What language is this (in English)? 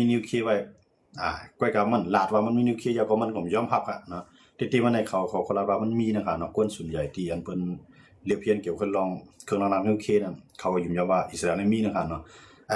Shan